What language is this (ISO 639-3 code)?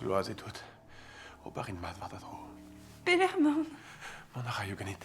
bre